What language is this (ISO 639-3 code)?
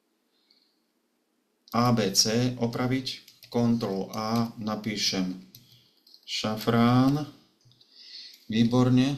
slk